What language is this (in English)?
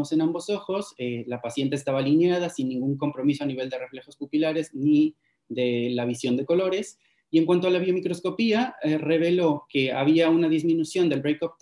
Spanish